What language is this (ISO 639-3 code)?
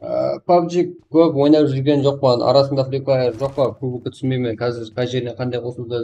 kaa